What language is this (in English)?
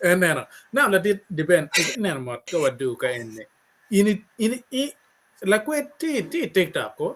Acoli